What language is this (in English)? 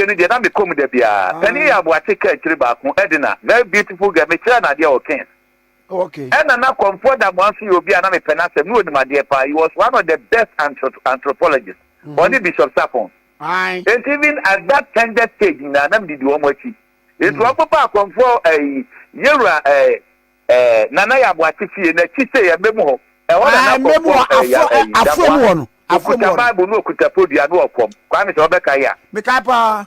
Akan